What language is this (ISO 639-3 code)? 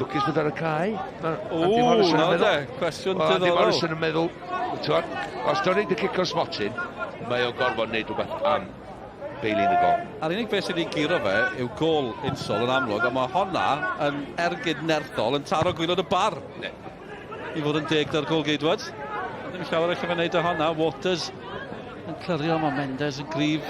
cym